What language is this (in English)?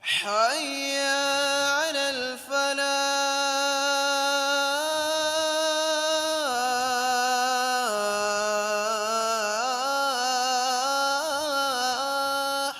Divehi